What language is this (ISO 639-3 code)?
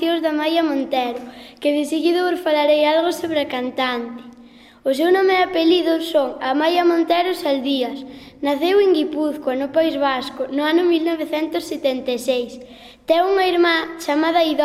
glg